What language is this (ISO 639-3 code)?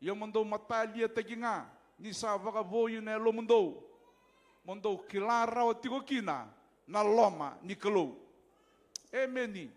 fij